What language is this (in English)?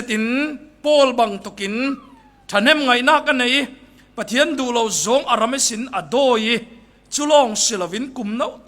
Falam Chin